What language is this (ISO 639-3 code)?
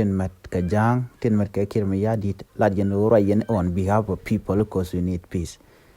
nus